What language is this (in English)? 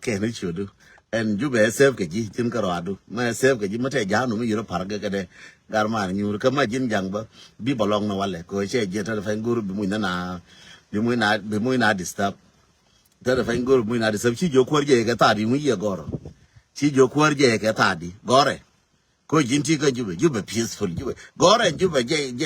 Nuer